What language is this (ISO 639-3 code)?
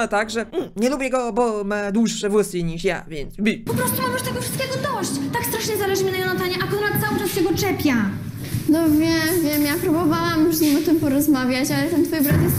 pol